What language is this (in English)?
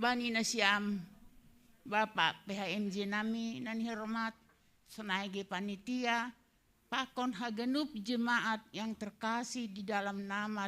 Batak Simalungun